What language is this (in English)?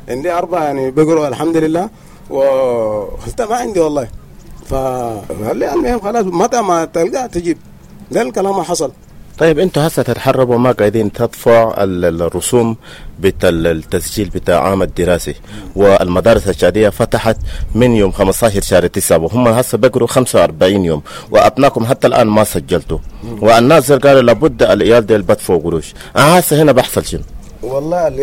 Sudanese Arabic